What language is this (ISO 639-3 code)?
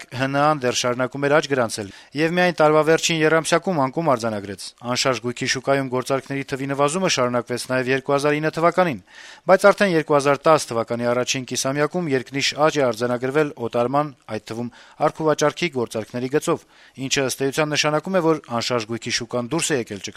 hye